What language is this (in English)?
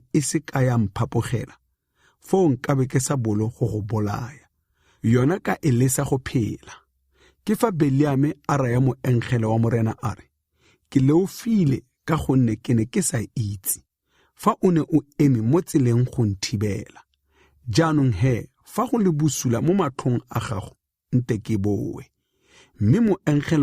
Tswana